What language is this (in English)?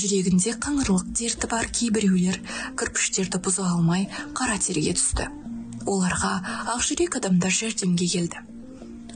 Kazakh